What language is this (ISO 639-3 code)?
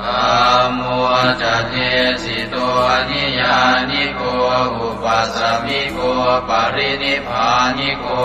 pli